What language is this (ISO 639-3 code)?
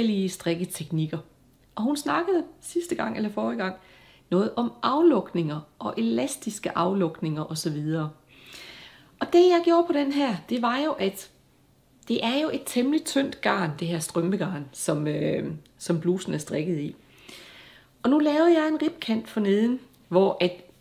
dan